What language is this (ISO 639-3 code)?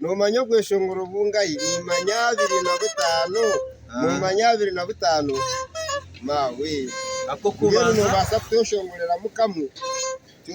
nyn